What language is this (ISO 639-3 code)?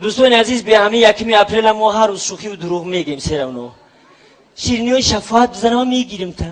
tgk